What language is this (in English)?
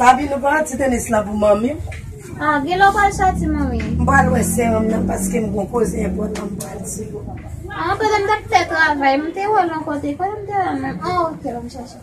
Haitian Creole